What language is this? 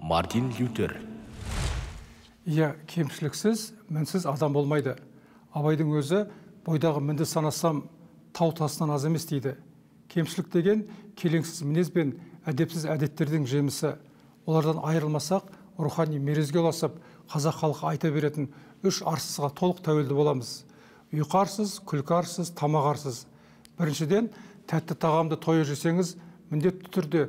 Kazakh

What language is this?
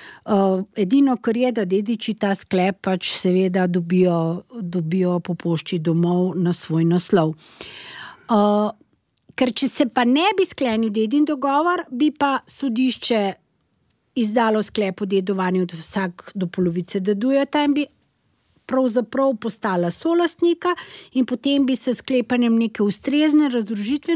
Slovenian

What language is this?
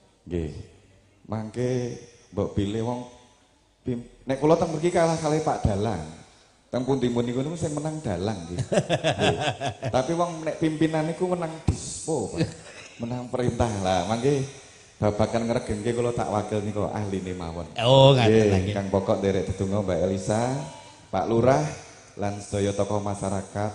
Javanese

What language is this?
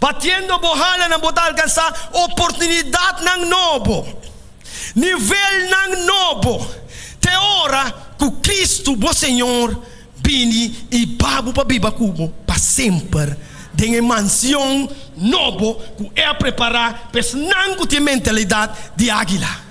Papiamento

